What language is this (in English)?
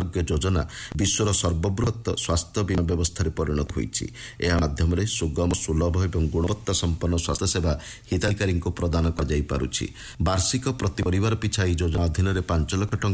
Odia